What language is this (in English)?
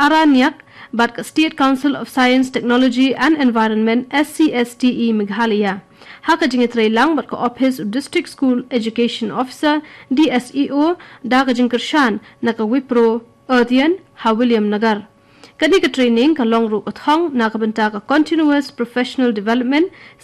Khasi